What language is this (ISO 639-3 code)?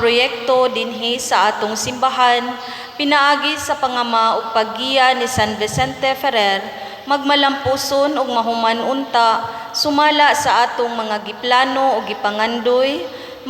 ceb